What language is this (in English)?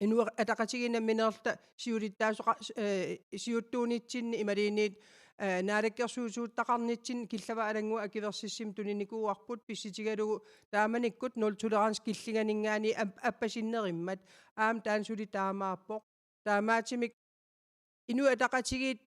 Kalaallisut